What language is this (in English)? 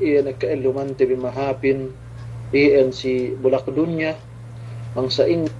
Yakan